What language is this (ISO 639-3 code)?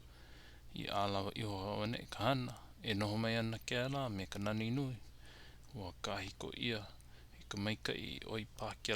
haw